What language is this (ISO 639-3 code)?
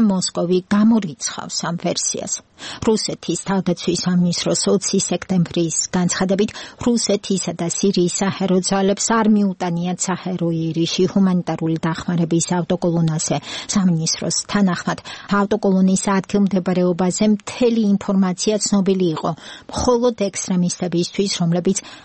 kat